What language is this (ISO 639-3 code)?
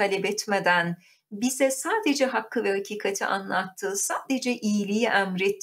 tur